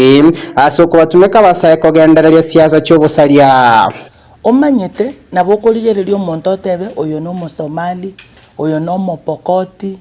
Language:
Gusii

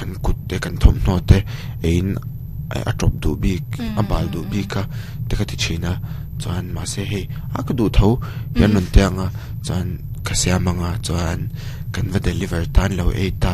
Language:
Mizo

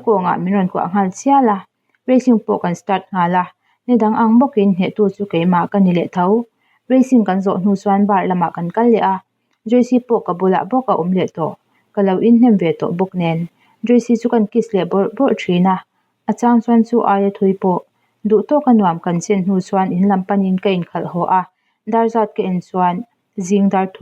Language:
Mizo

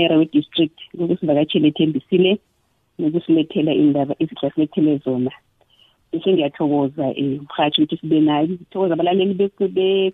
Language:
South Ndebele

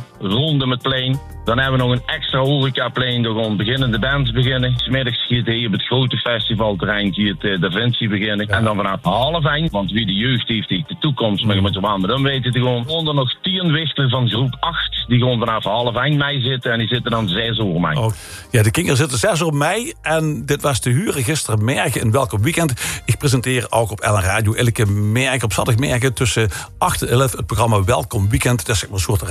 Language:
Dutch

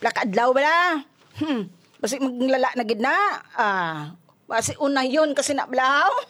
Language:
Hiligaynon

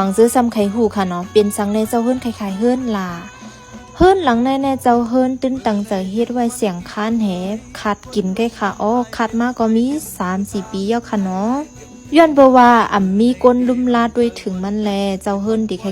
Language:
Shan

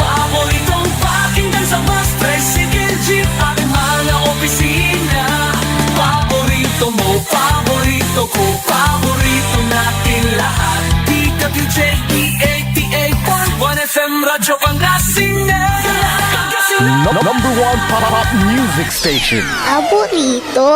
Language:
Pangasinan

